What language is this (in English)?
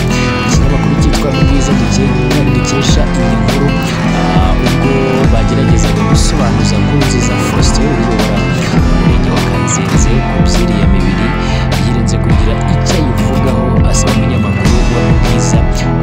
Kinyarwanda